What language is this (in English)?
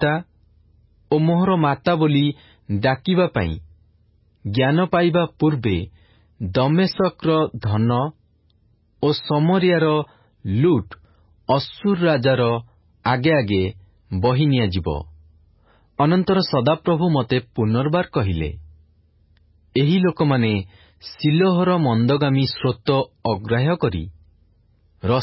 Odia